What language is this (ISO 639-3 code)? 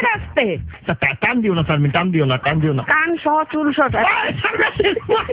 ben